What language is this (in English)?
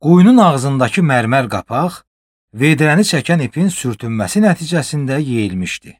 Azerbaijani